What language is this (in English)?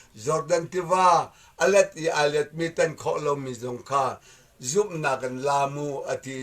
Hakha Chin